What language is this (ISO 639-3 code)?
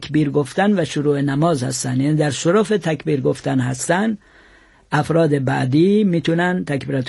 fas